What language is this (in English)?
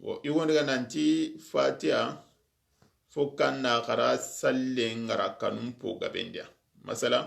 Soninke